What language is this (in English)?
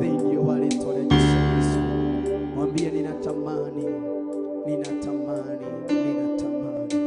Kikuyu